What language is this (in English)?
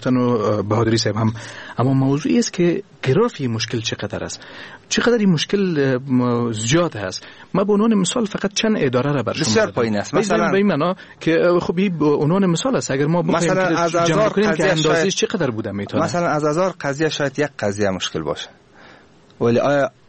Persian